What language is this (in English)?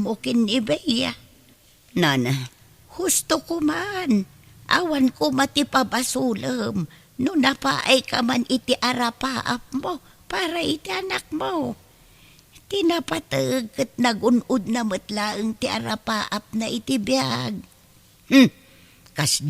Iloko